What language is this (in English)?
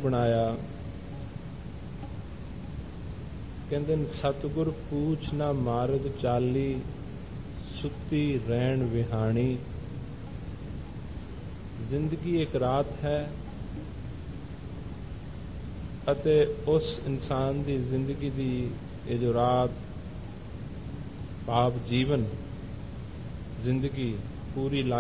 Punjabi